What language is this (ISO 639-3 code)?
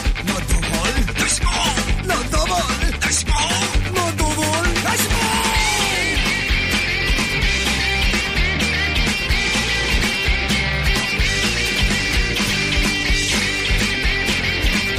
slk